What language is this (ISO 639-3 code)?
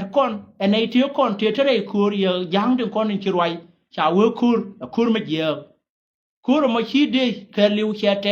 nus